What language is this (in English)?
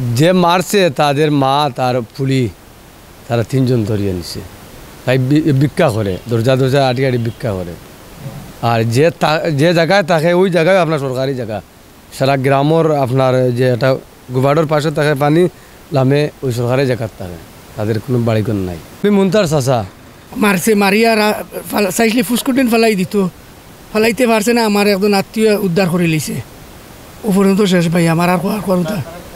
Sylheti